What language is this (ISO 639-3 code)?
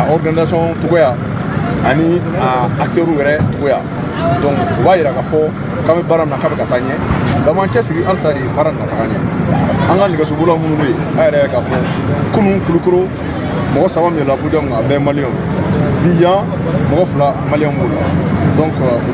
bam